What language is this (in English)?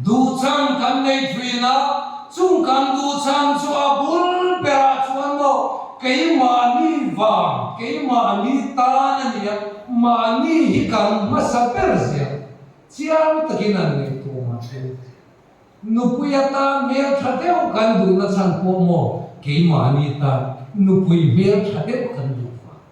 Mizo